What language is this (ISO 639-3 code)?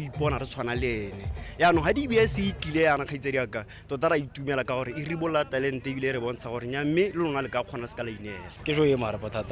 tsn